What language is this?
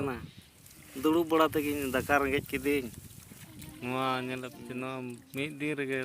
Santali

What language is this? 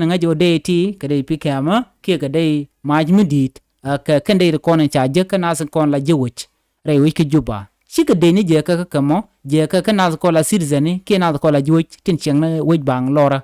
Nuer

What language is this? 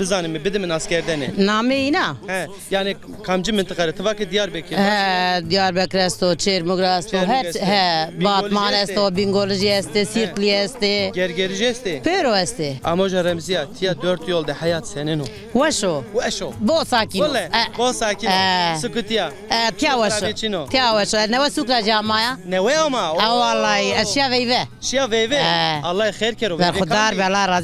Zaza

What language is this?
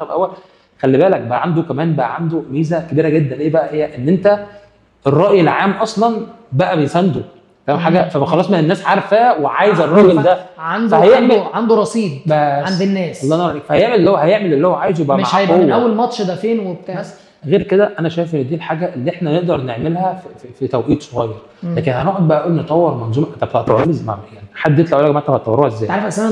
Egyptian Arabic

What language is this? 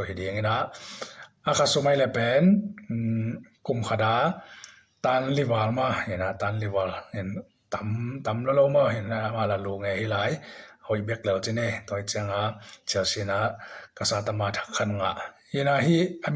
Tedim Chin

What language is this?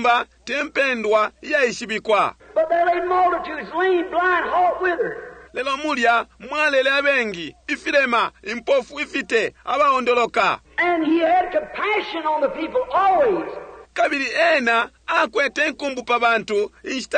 Bemba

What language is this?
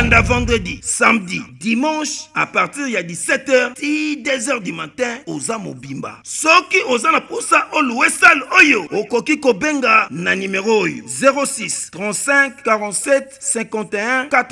Lingala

